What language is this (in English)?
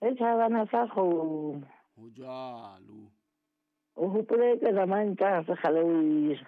Southern Sotho